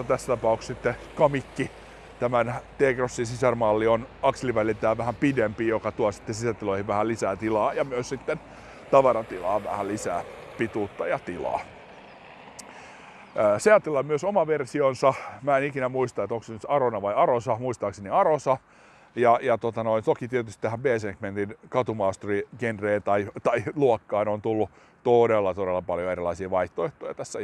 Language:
Finnish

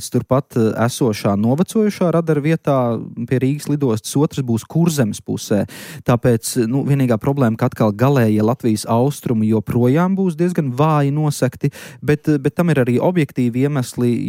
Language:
Latvian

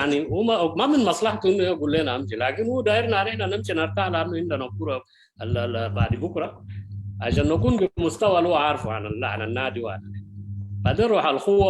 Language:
Sudanese Arabic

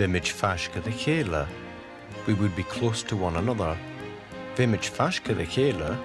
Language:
Scottish Gaelic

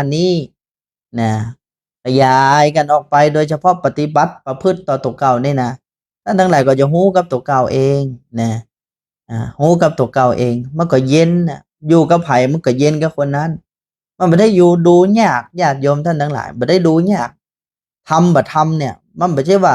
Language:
Northern Thai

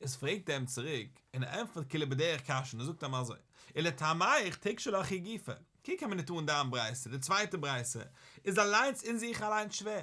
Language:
Yiddish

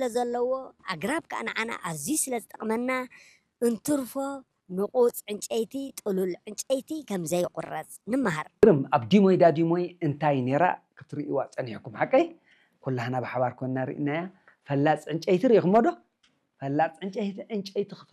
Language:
Tigrinya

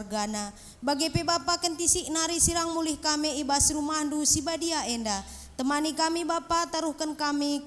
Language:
Batak Karo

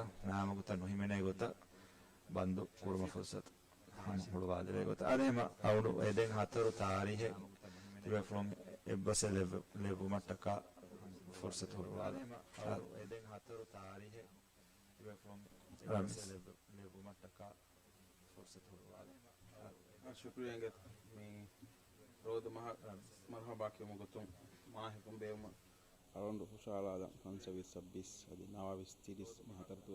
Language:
Divehi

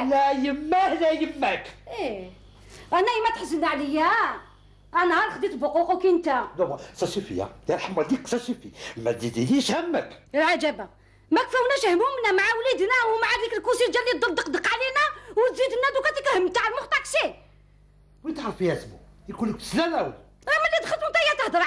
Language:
Algerian Arabic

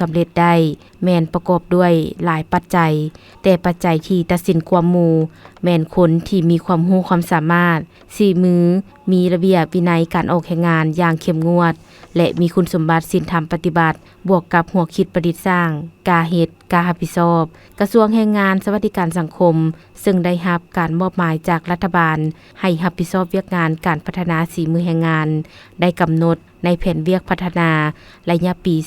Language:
Lao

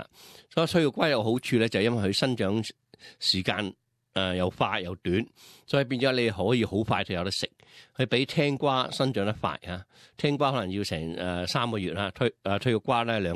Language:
Cantonese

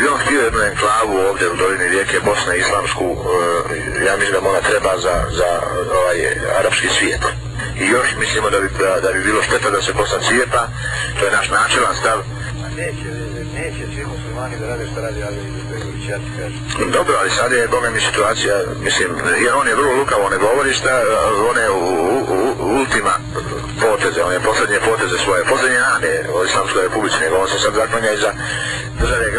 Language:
Bosnian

